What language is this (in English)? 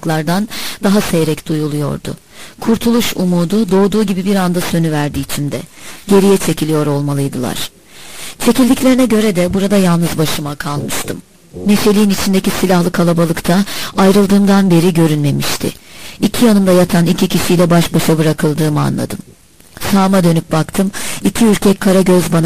Turkish